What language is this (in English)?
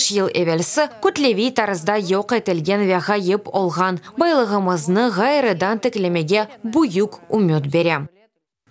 Crimean Tatar